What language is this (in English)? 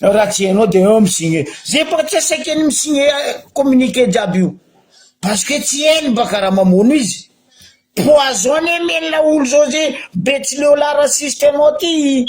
Malagasy